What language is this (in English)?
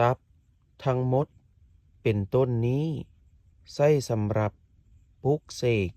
Lao